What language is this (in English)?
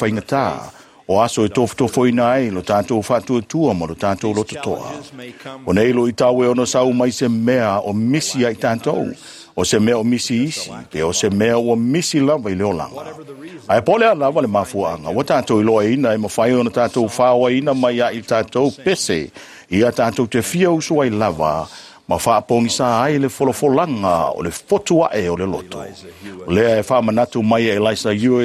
Samoan